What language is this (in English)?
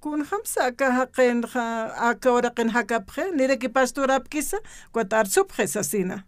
Aymara